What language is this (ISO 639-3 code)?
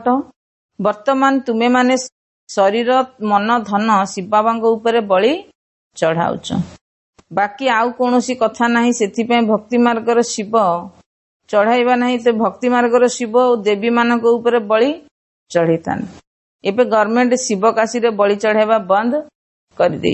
ori